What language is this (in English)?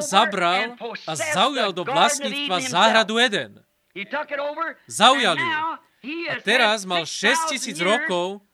Slovak